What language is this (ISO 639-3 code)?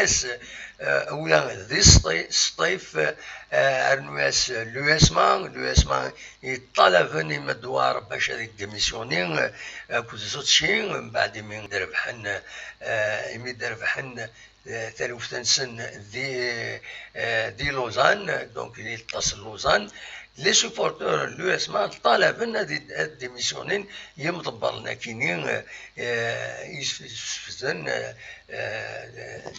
kab